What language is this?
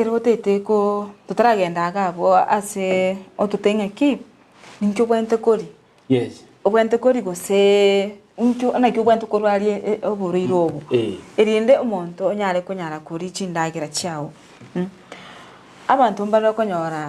Gusii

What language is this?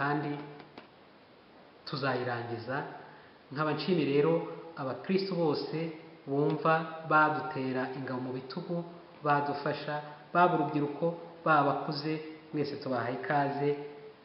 Kinyarwanda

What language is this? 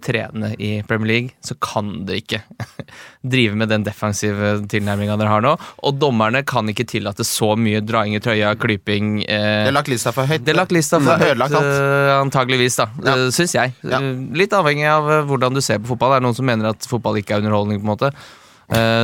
Norwegian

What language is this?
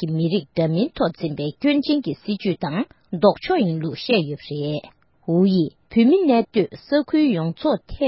Tibetan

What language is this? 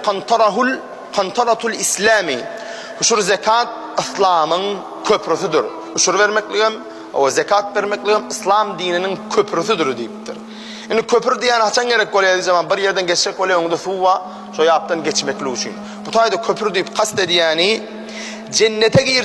Turkmen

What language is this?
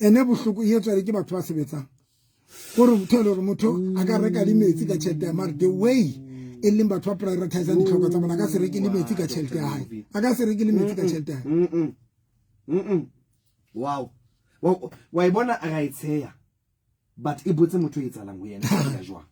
Southern Sotho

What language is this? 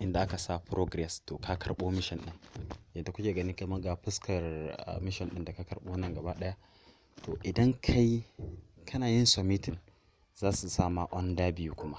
Hausa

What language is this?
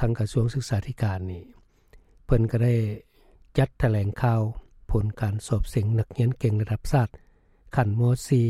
Lao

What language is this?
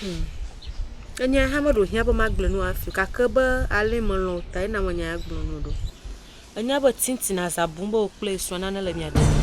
Ewe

